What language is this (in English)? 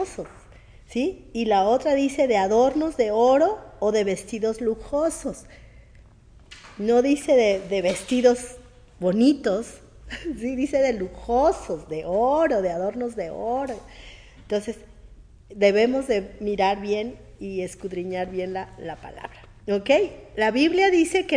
Spanish